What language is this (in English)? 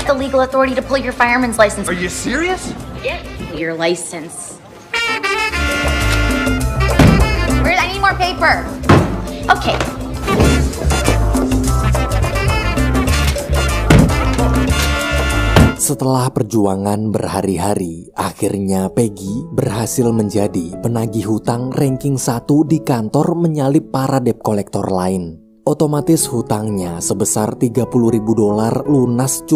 Indonesian